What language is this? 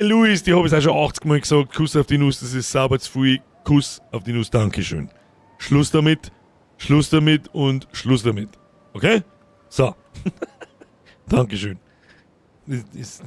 Bavarian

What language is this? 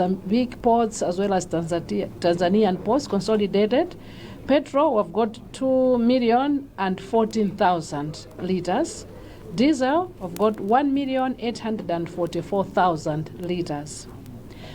English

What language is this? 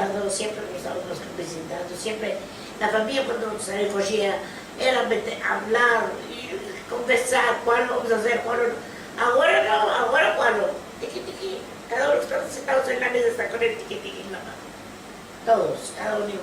Ladino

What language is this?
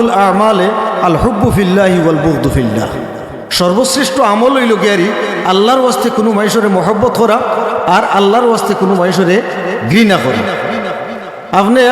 Sylheti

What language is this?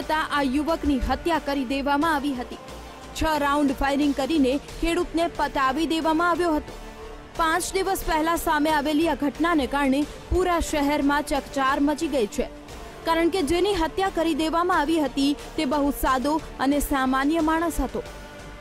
Gujarati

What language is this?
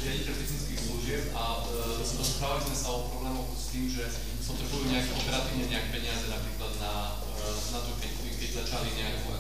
Slovak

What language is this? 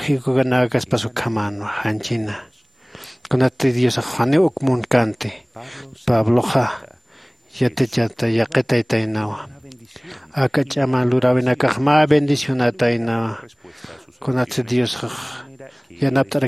Aymara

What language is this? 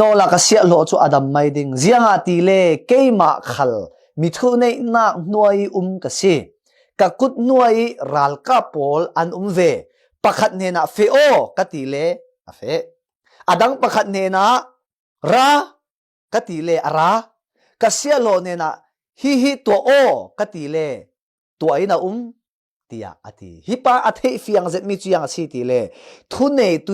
Falam Chin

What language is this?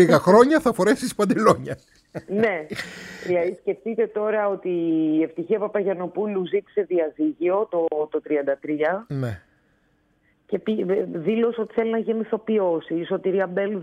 Greek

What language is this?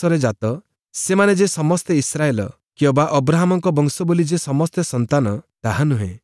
Odia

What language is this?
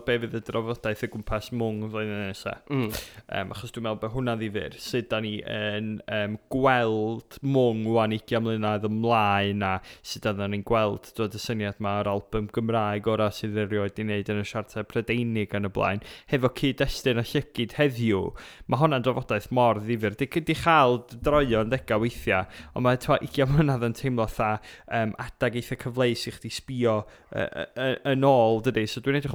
Welsh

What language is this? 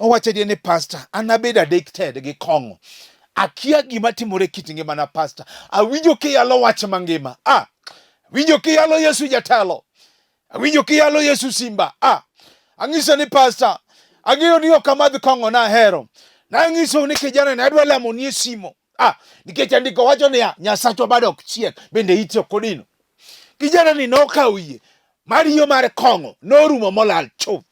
Luo (Kenya and Tanzania)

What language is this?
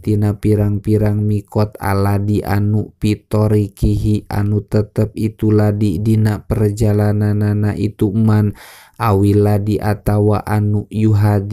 Sundanese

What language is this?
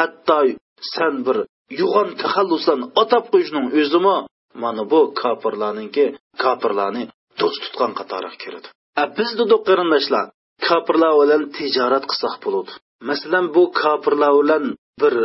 Uyghur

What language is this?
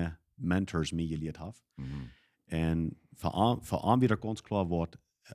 Plautdietsch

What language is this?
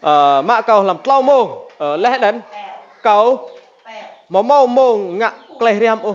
Rade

